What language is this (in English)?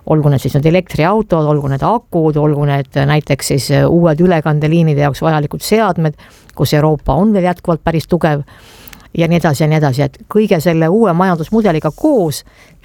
Estonian